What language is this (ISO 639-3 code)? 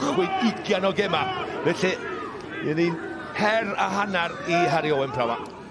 cym